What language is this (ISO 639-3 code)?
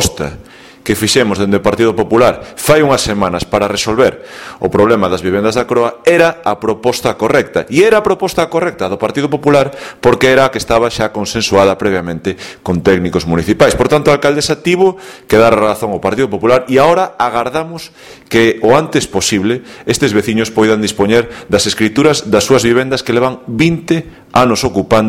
glg